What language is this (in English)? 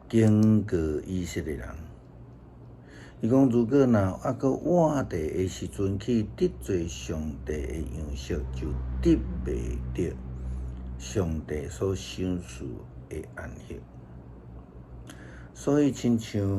Min Nan Chinese